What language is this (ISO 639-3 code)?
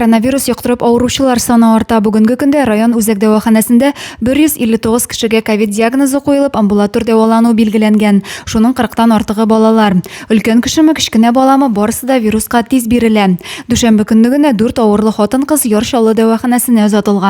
tat